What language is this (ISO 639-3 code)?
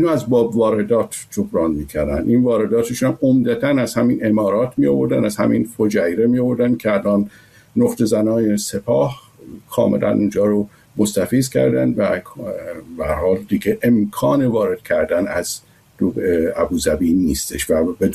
fas